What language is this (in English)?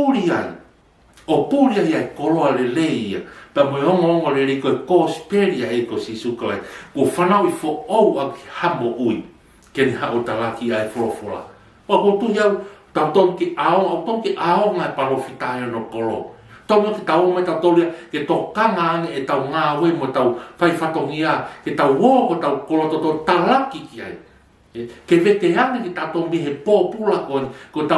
Tongan